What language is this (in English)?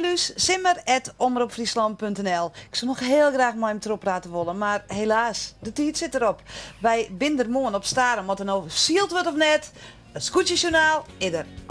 Western Frisian